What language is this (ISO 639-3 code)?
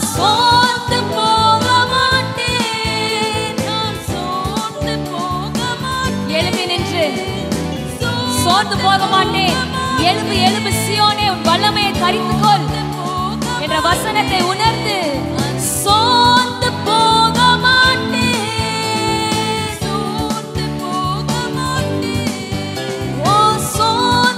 tam